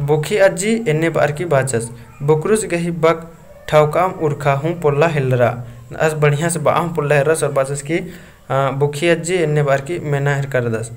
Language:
Kurukh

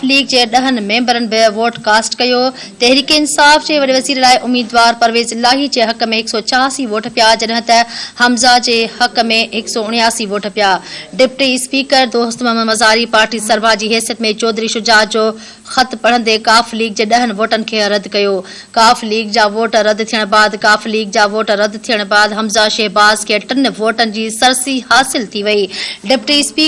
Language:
Sindhi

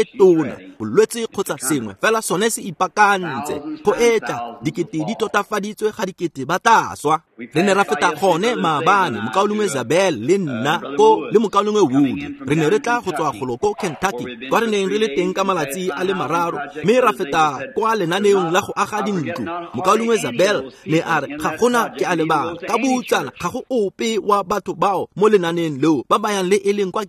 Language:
Tswana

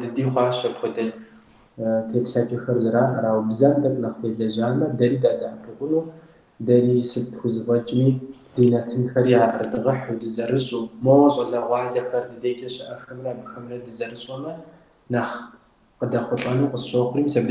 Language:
Kabardian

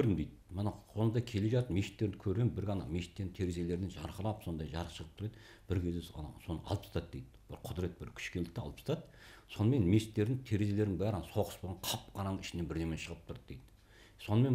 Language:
Kazakh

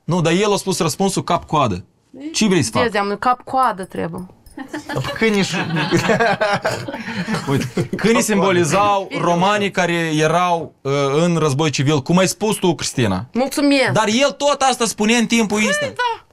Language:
Romanian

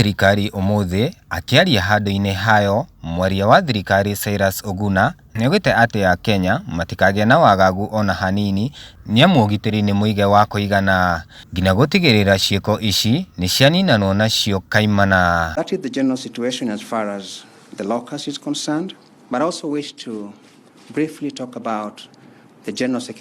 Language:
Kikuyu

